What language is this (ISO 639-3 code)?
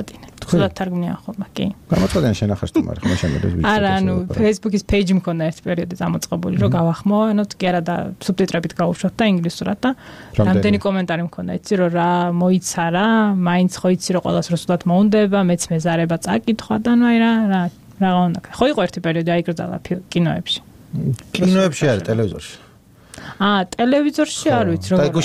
kat